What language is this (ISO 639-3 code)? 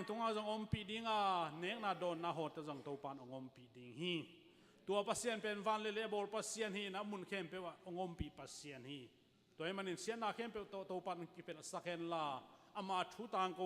ctd